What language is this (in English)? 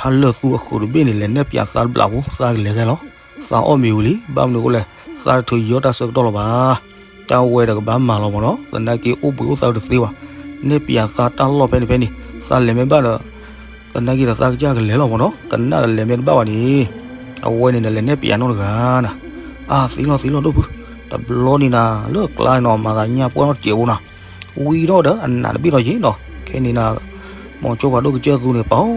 S'gaw Karen